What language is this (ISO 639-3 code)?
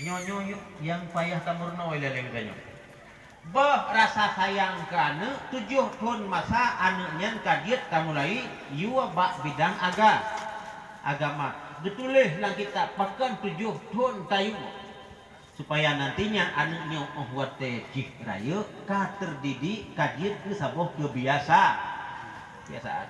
ace